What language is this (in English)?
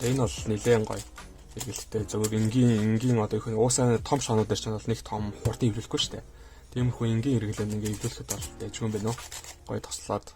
Mongolian